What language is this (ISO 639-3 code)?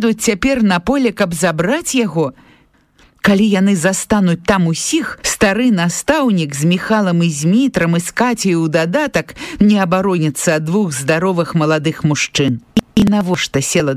bel